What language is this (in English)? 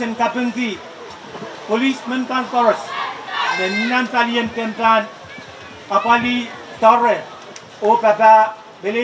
Pohnpeian